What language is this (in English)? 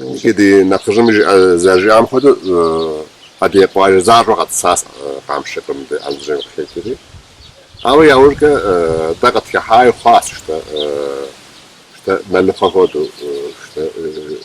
Kabardian